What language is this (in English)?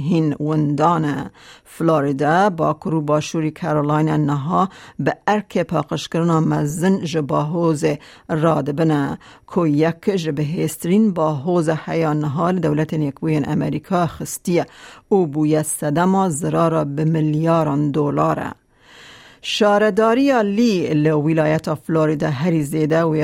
Kurdish